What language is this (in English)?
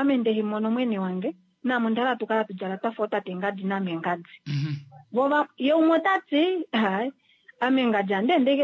Kuanyama